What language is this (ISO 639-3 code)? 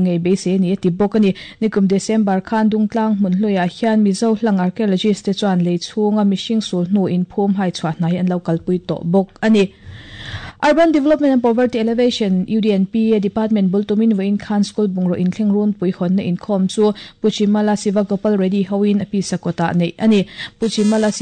lus